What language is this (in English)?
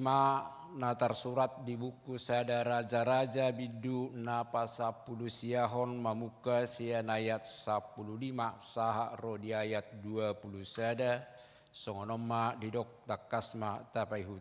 Batak Toba